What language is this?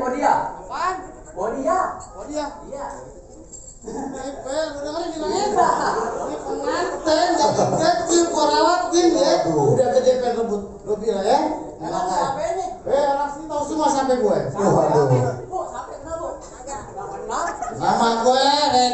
Betawi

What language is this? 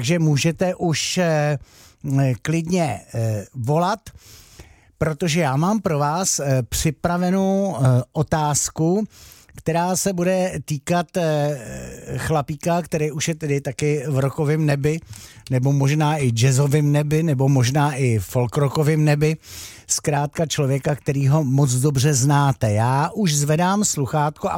Czech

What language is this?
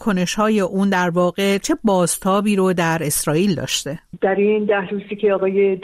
Persian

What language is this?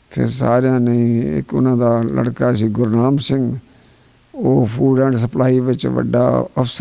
Punjabi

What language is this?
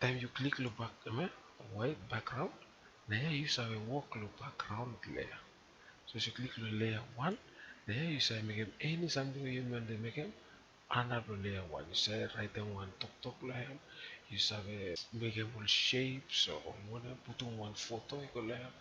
Bislama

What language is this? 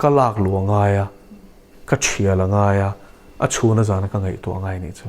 Mizo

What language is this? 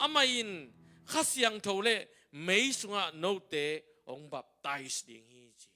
Tedim Chin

